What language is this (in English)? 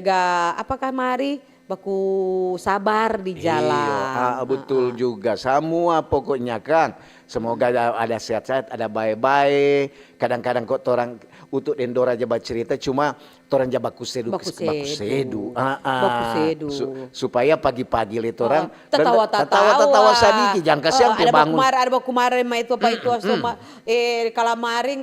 Manado Malay